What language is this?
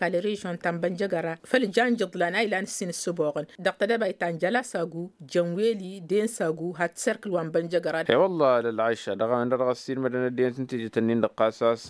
Tamasheq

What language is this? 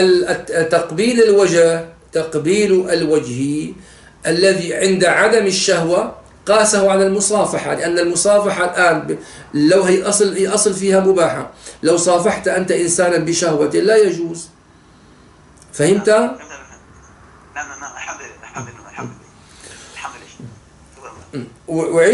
Arabic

